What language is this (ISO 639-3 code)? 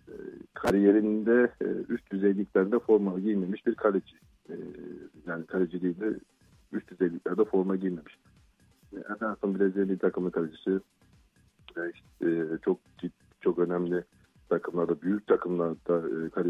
tur